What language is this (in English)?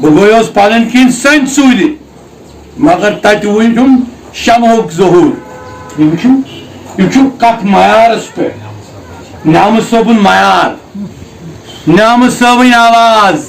Kashmiri